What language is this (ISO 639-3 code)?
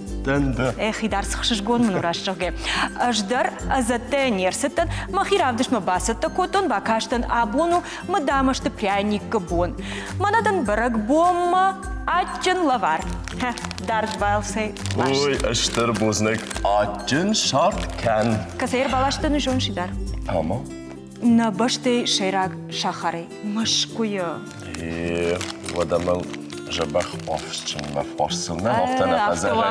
oss